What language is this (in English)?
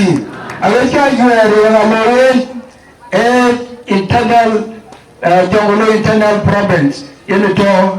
Dinka